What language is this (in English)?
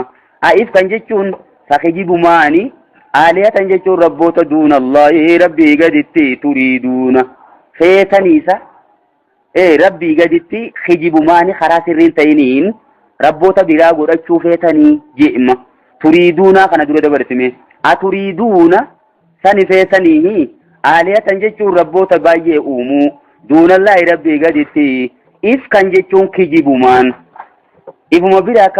Oromo